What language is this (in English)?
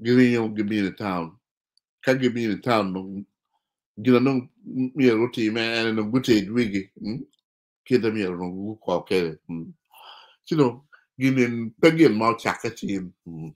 Acoli